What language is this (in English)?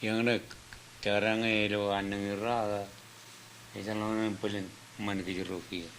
Marshallese